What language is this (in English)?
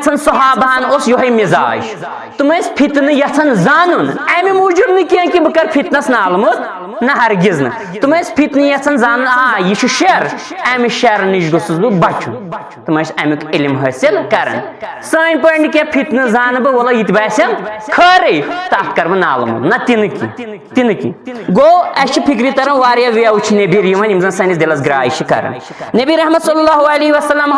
Kashmiri